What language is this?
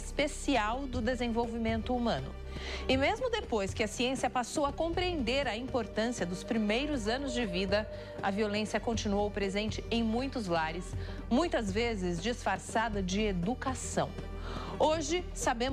Portuguese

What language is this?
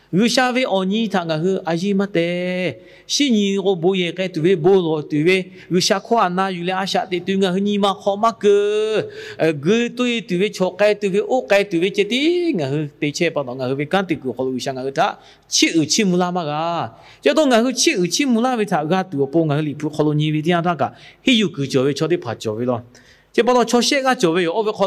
Lahu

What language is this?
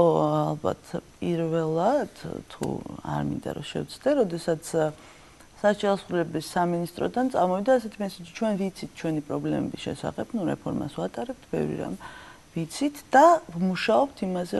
Georgian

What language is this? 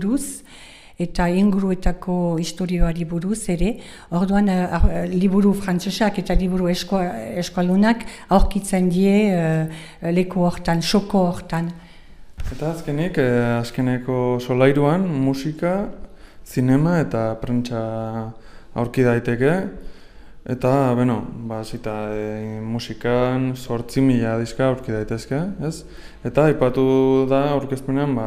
Basque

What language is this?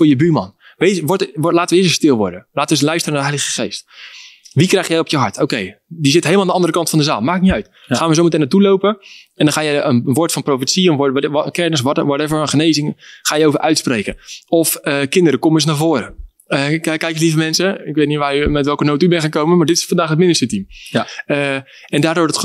Dutch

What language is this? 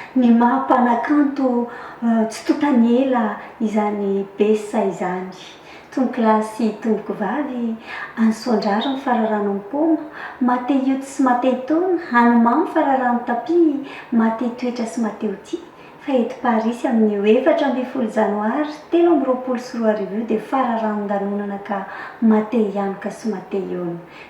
Malagasy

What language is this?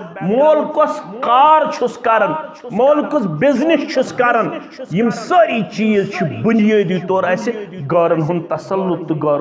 Kashmiri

